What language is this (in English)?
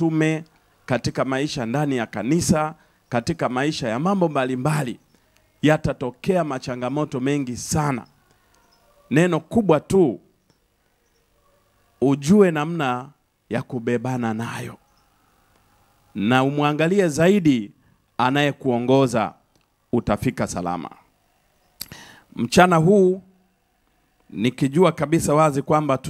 Swahili